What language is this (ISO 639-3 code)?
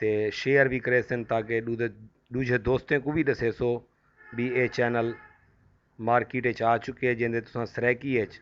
skr